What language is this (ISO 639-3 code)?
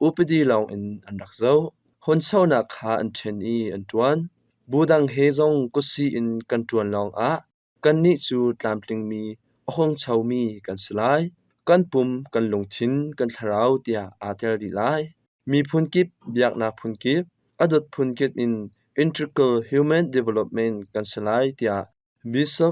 cnh